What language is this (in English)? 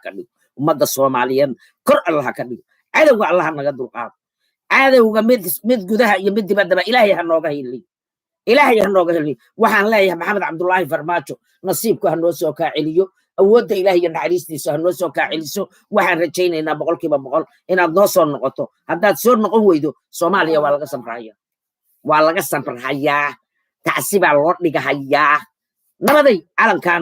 Somali